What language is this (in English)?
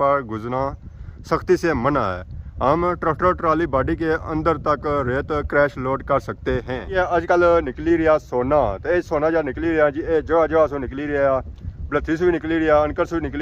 Pahari-Potwari